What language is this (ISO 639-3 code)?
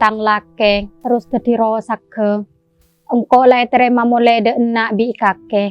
mad